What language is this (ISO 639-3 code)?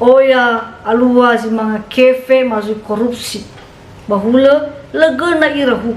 nia